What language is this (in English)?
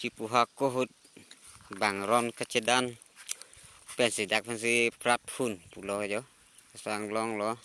Karbi